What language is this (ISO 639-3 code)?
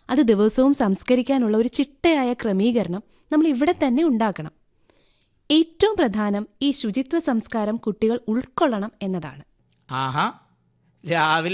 mal